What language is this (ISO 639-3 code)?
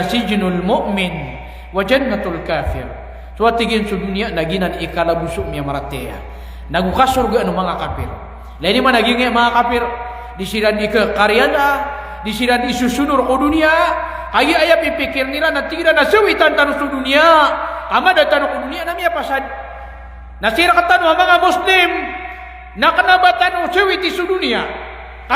mrw